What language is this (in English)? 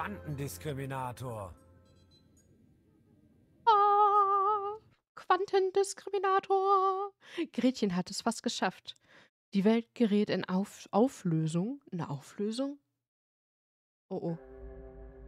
German